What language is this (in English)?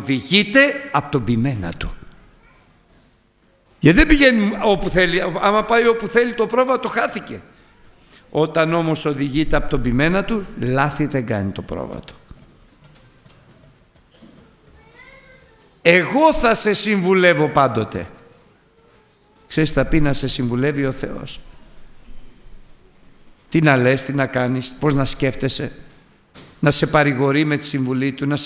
Greek